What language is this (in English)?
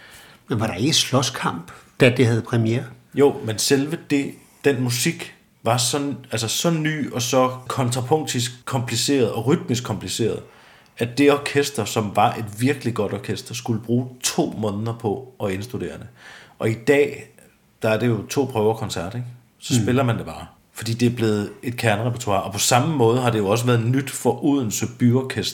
Danish